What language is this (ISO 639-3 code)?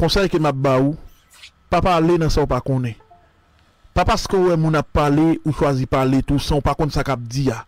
hat